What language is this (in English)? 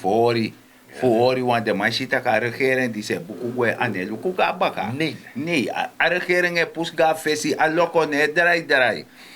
Sranan Tongo